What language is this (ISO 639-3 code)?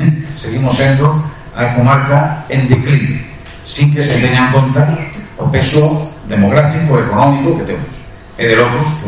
glg